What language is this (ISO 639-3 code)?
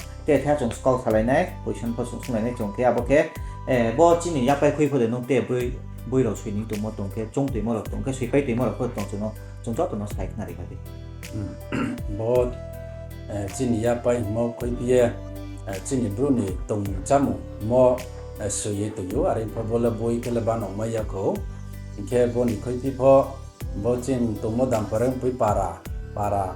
ria